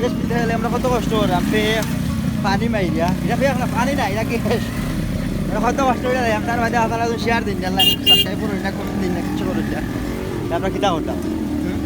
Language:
Sylheti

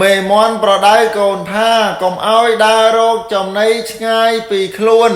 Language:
Khmer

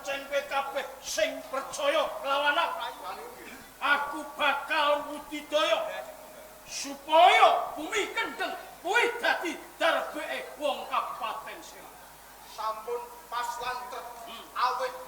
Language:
Javanese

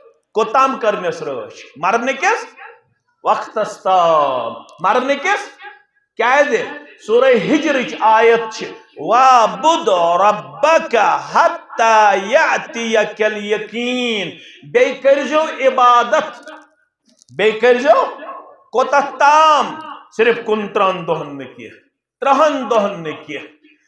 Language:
Kashmiri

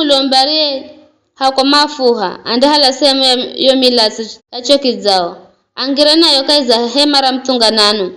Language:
Giryama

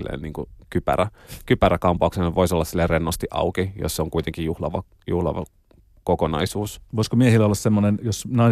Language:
Finnish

